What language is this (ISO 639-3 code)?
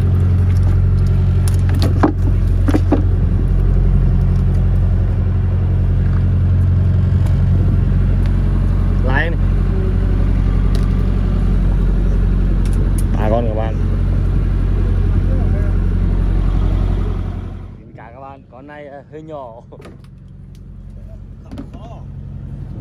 vie